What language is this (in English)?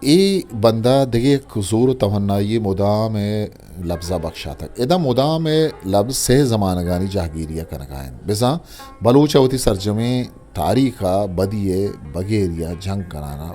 Eastern Balochi